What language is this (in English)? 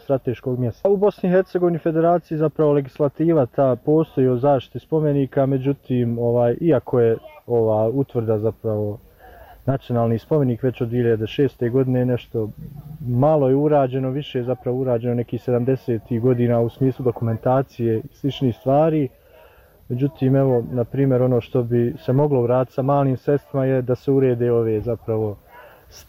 Bosnian